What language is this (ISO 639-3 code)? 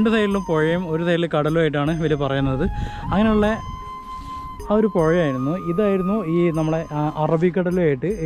mal